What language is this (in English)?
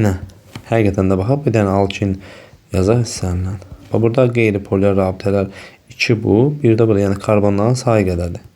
Azerbaijani